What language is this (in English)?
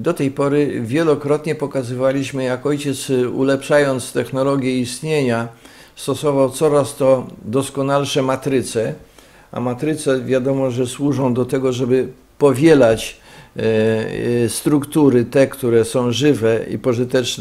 Polish